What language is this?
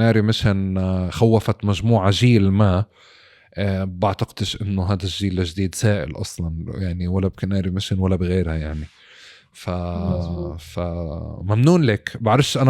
North Levantine Arabic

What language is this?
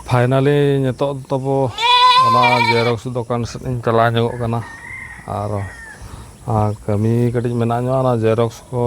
Santali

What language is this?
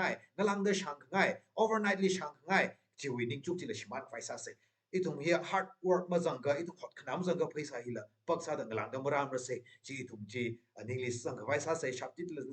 Tangkhul Naga (India)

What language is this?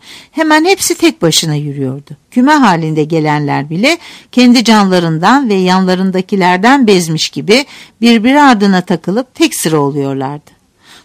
Turkish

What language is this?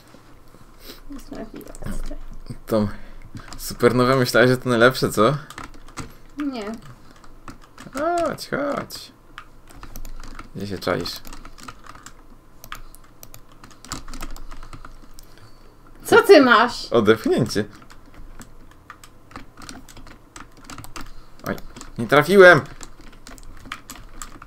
Polish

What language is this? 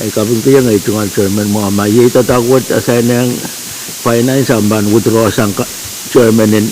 Pohnpeian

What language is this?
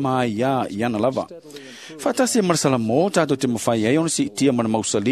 Samoan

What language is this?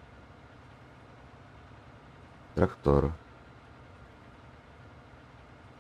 Czech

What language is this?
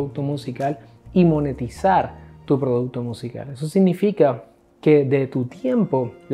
Spanish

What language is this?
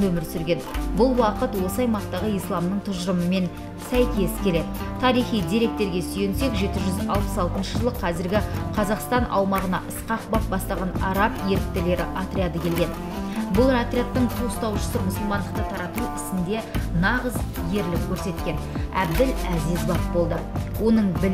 Kazakh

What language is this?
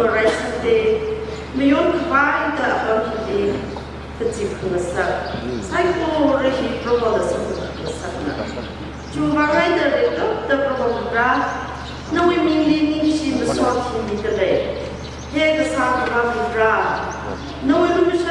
Tangkhul Naga (India)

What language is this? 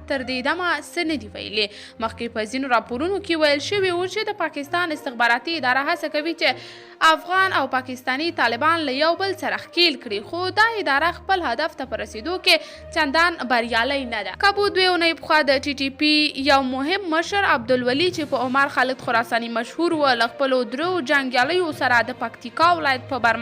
Pashto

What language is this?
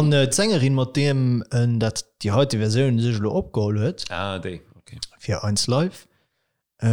Luxembourgish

